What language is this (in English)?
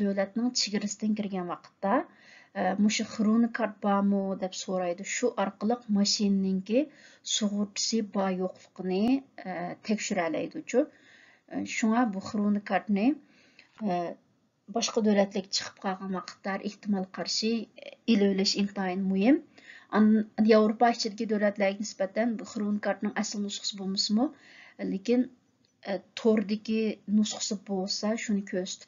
Uyghur